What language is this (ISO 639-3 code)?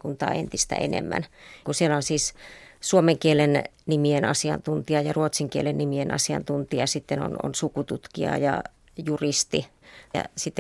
fin